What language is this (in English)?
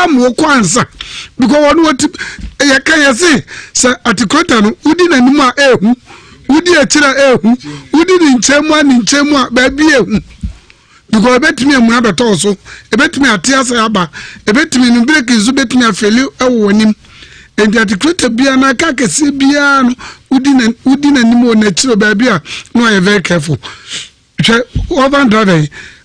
Akan